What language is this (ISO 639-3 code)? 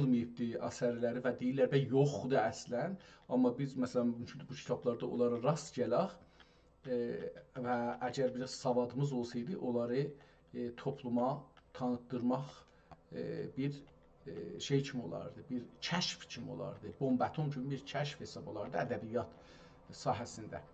azb